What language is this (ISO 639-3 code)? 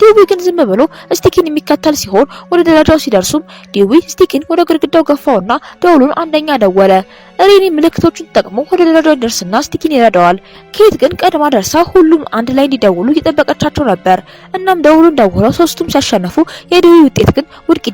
amh